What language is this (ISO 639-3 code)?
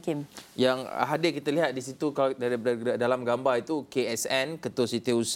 msa